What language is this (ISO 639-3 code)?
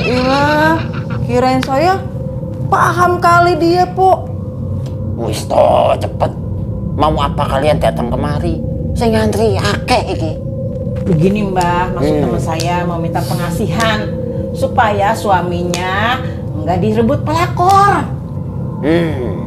bew